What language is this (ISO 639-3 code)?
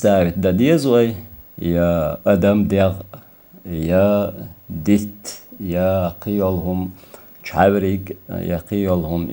che